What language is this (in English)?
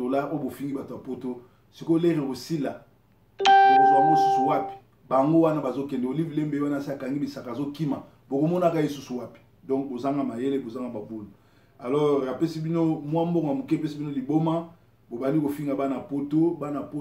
Lingala